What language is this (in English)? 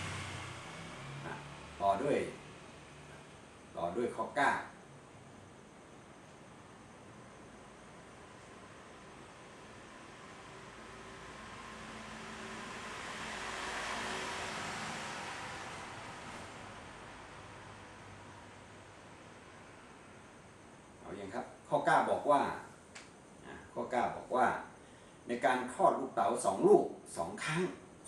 Thai